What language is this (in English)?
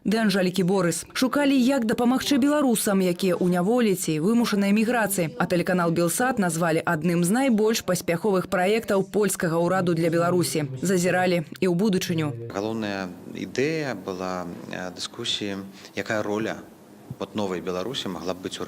Belarusian